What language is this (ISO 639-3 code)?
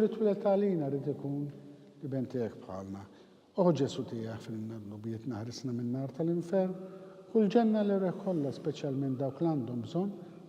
mlt